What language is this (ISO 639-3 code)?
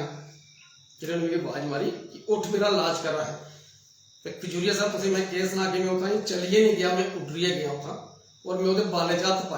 doi